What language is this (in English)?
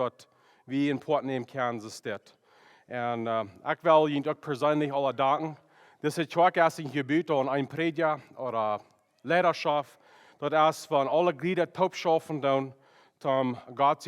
Plautdietsch